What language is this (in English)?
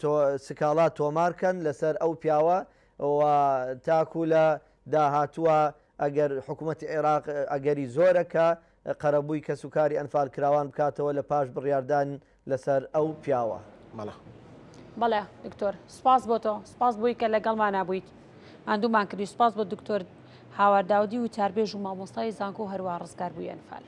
Central Kurdish